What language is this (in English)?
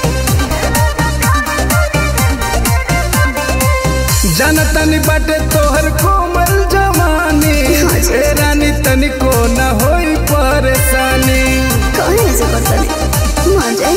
Bhojpuri